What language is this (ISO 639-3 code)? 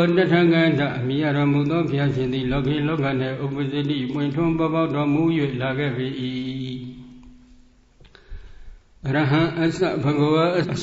mya